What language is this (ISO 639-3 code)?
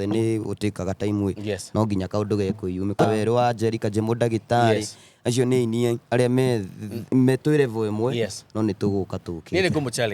kik